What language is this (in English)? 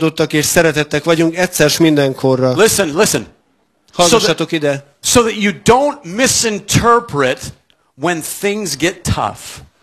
Hungarian